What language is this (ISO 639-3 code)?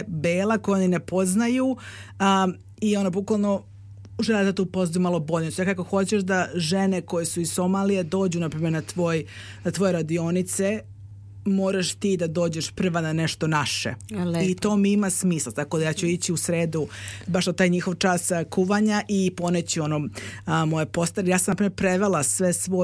srp